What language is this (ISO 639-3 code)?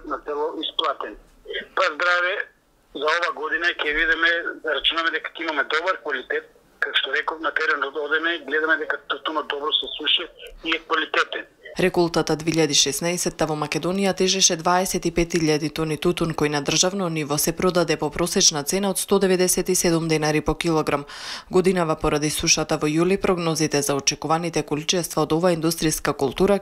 mkd